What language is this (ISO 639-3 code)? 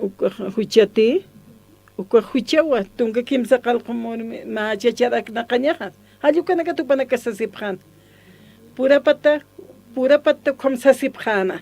aym